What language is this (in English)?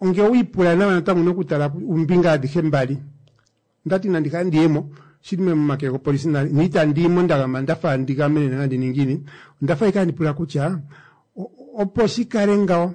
Kuanyama